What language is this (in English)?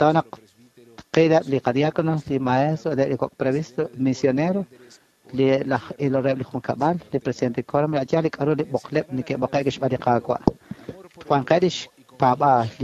Kekchí